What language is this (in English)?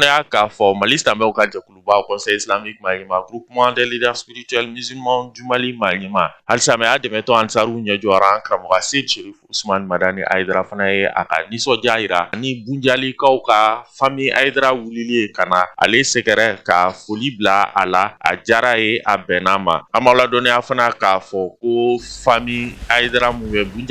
Bambara